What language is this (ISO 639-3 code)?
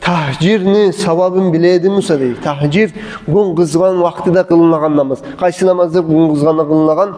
kum